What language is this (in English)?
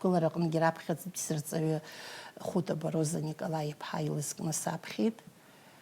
Abkhazian